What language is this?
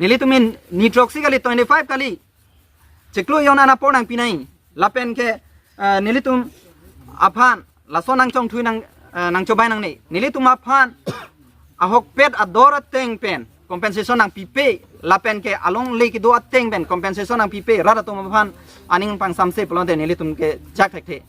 Karbi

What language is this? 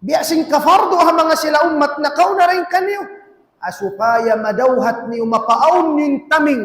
Tausug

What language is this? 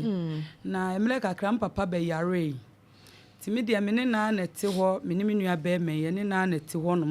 Akan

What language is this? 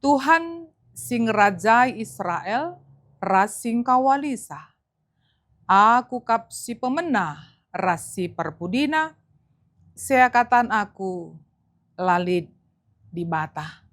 Batak Karo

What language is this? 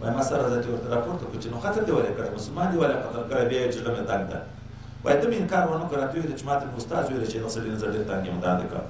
Pashto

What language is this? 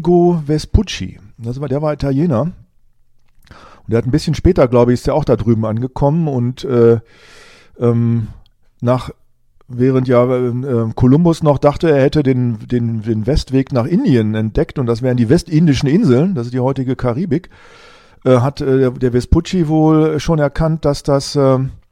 German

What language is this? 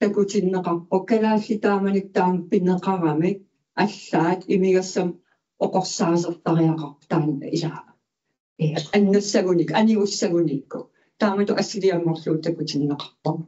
Kalaallisut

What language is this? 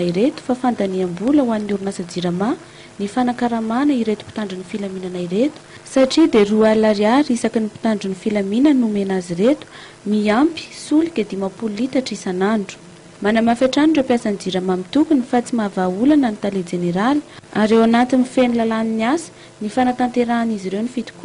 Malagasy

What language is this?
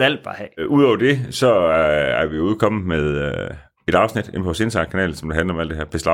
Danish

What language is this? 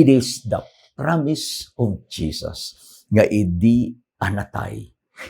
Iloko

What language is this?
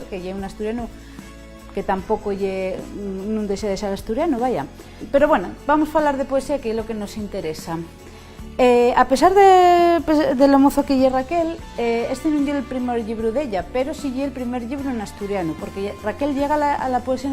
Asturian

